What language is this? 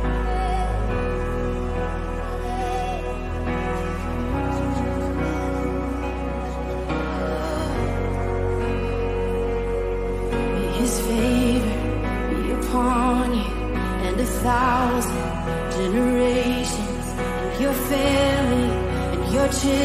English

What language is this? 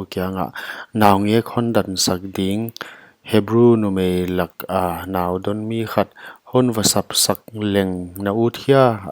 Paite Chin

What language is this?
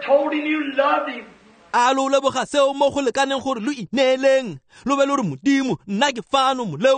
Tswana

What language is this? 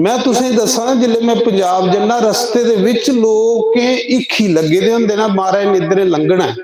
Dogri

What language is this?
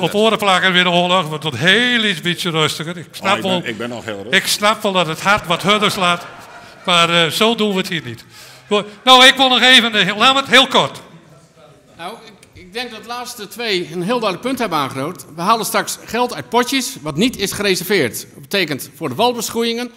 Western Frisian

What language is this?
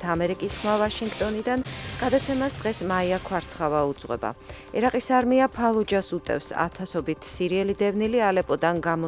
Georgian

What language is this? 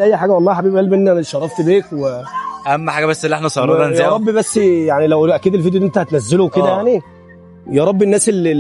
Egyptian Arabic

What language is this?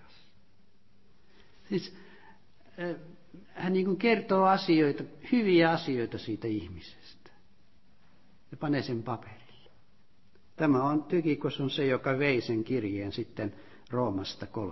Finnish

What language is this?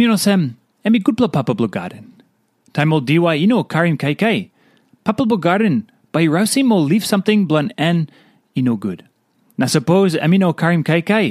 Tok Pisin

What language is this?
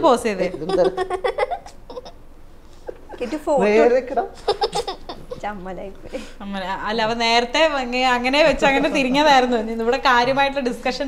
Malayalam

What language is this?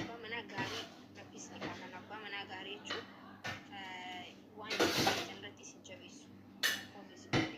Oromo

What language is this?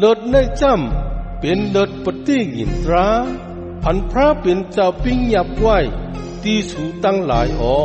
Shan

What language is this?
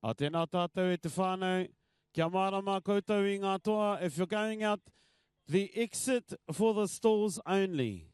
Māori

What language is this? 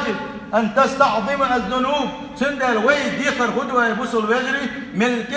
Chechen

